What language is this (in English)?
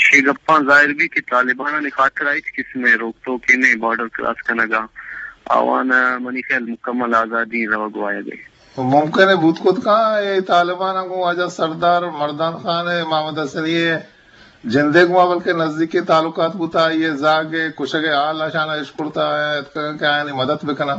Eastern Balochi